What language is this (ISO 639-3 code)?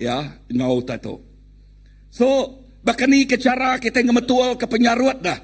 iba